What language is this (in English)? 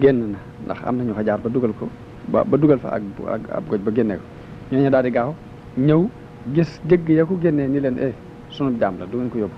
Wolof